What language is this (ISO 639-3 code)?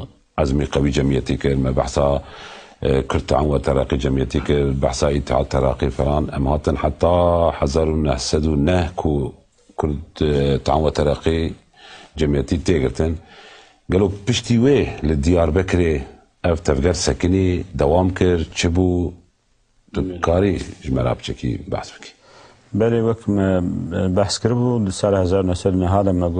kur